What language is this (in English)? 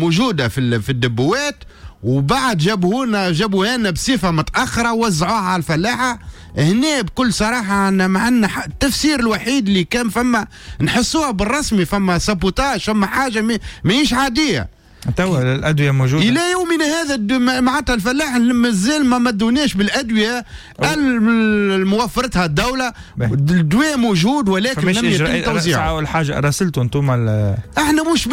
Tunisian Arabic